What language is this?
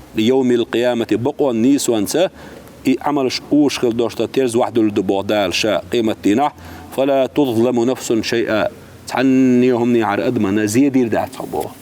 Chechen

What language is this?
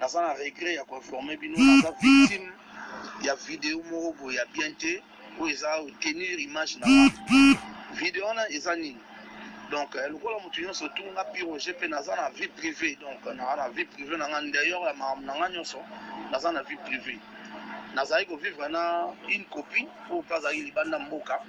Lingala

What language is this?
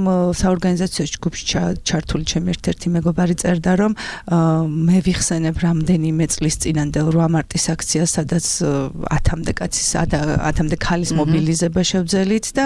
Georgian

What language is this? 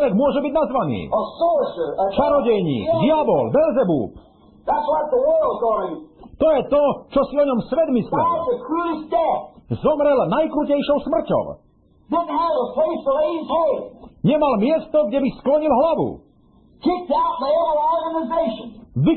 Slovak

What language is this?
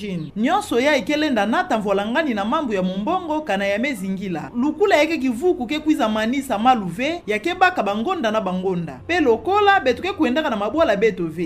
Kituba (Democratic Republic of Congo)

